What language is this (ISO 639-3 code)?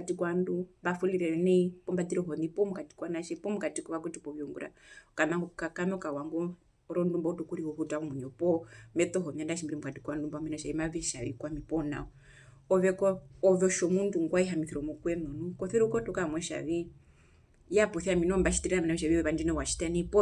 her